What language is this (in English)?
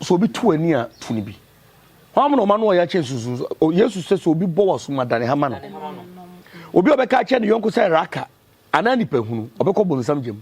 Akan